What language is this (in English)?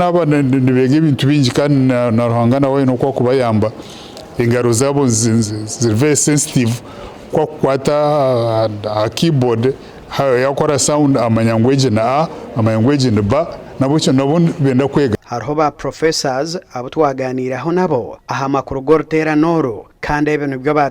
Nyankole